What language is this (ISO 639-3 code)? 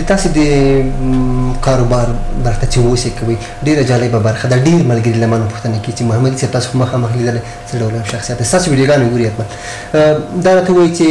pus